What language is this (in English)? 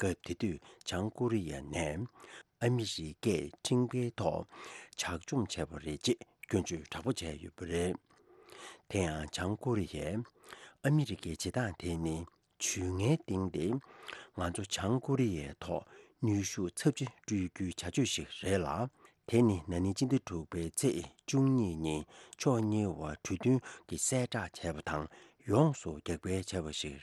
Tibetan